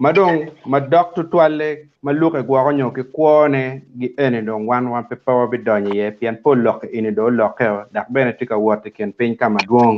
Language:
Acoli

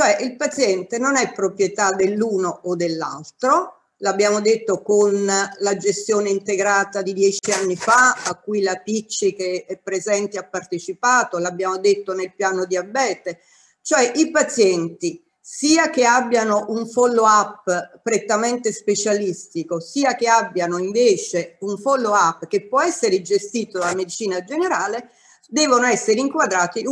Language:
Italian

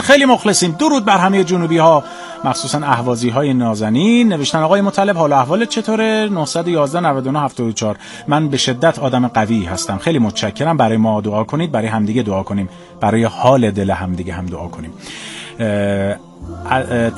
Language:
Persian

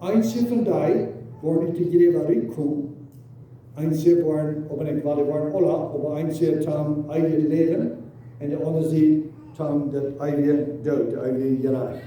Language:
Plautdietsch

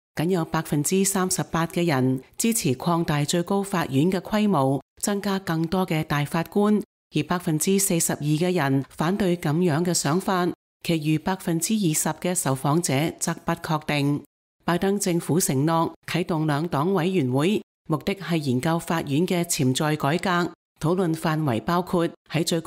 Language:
Cantonese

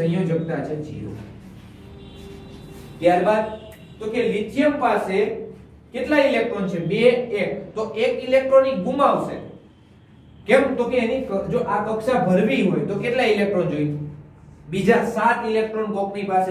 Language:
Gujarati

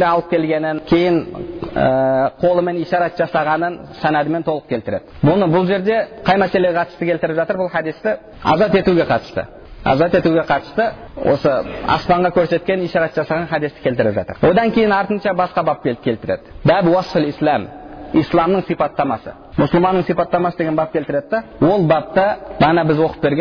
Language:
Kazakh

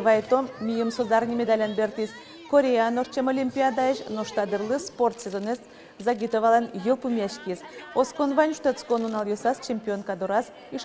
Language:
Udmurt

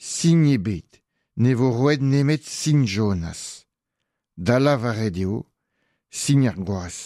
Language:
Breton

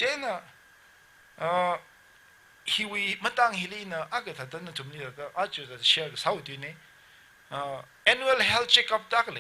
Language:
Tangkhul Naga (India)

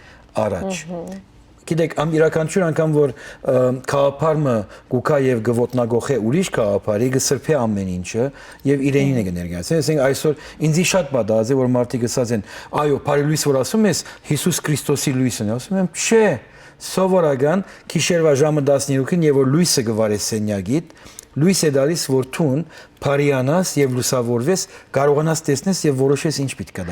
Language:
Western Armenian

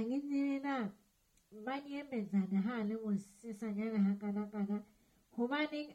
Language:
Southern Sotho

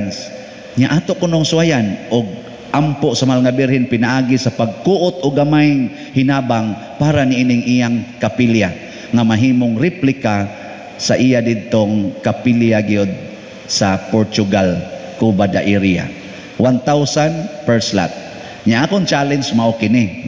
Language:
Cebuano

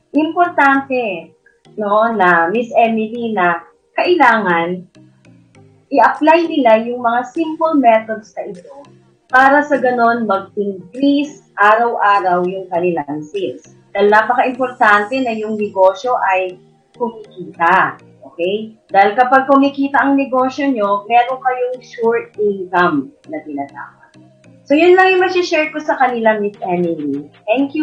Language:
Filipino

